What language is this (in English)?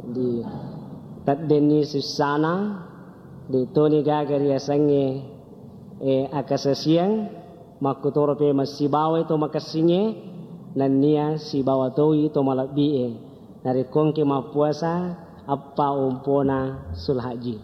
Buginese